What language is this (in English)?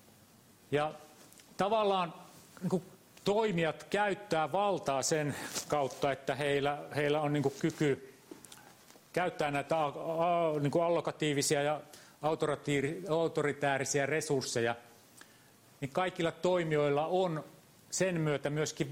Finnish